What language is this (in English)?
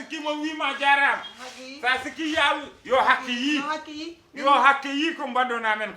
Fula